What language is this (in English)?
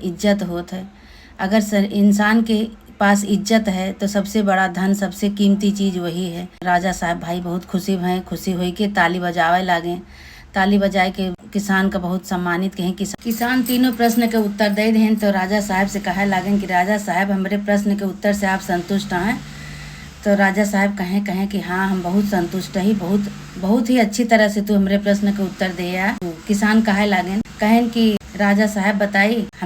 Awadhi